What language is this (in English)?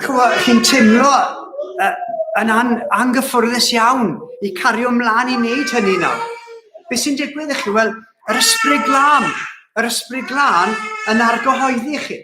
Welsh